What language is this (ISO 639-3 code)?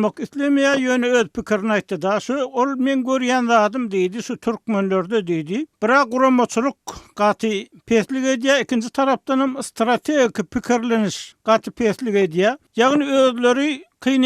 tuk